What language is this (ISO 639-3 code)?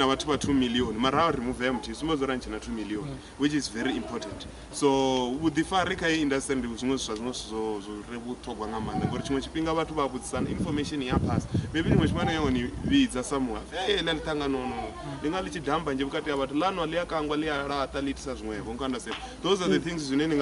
ven